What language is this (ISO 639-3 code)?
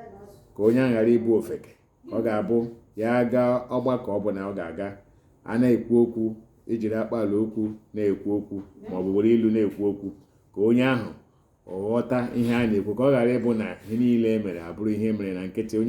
ibo